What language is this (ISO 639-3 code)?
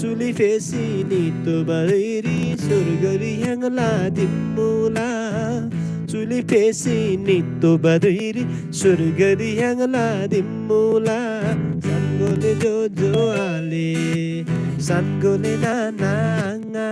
taj